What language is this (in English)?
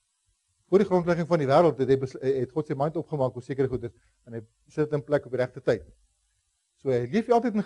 Afrikaans